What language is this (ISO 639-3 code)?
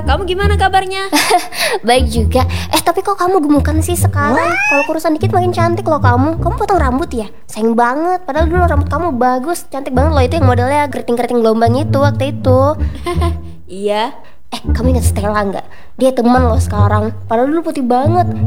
ind